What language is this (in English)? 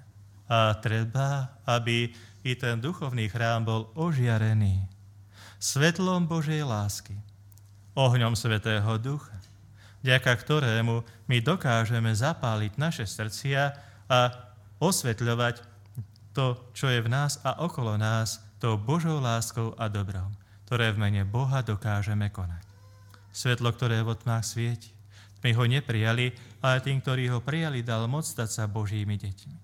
Slovak